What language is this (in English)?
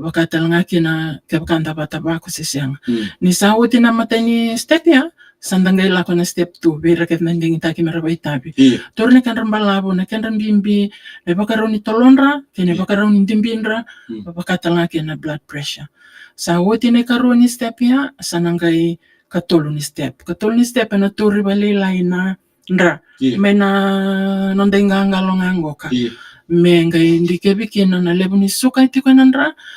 Fijian